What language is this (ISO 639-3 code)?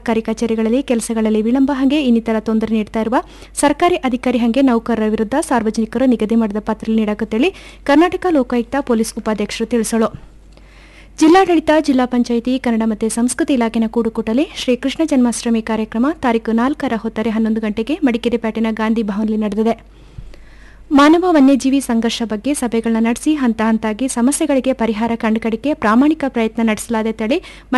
kan